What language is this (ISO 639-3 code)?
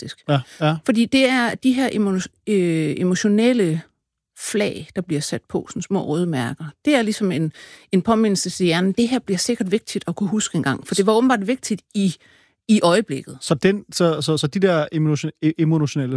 dan